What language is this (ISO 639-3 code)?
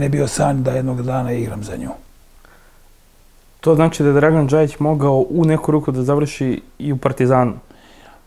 srp